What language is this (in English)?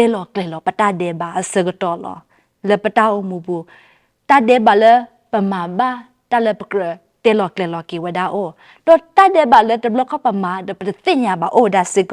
S'gaw Karen